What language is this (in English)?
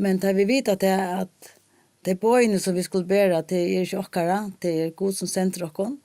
Faroese